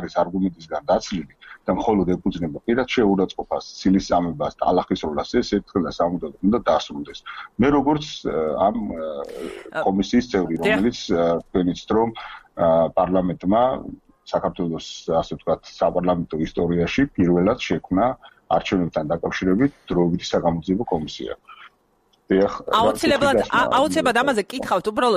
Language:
Georgian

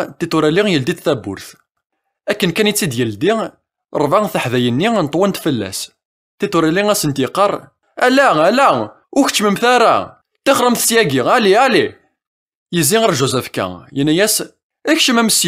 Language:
Kabyle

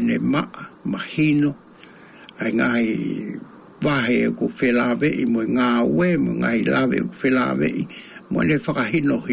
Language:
Tongan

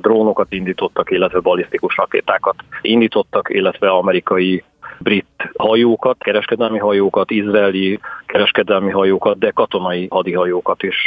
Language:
Hungarian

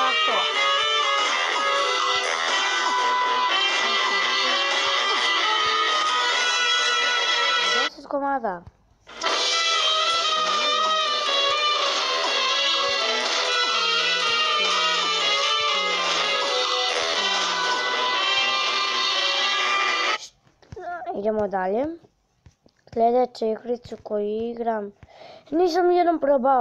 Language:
Croatian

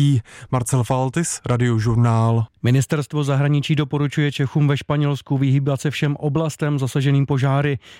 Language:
Czech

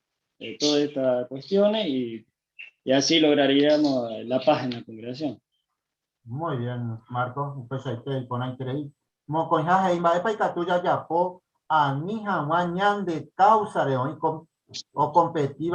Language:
Guarani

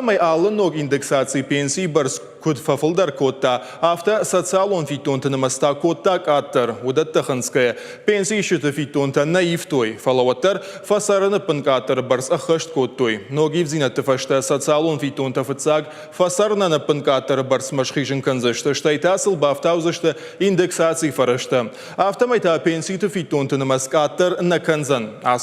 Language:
Ossetic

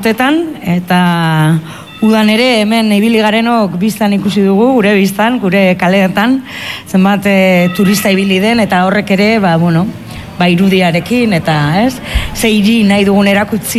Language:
Basque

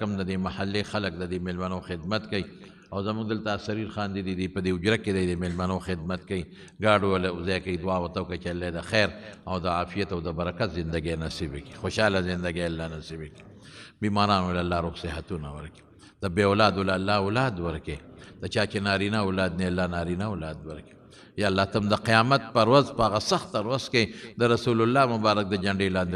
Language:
Pashto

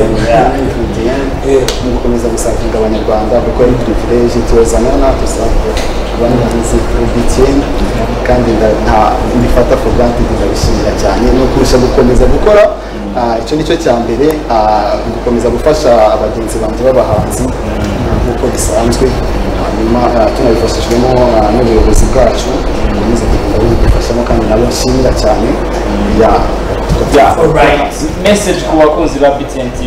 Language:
Kinyarwanda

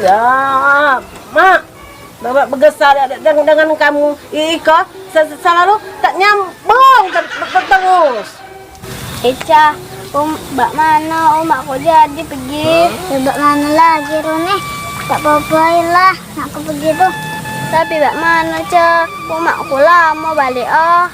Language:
Musi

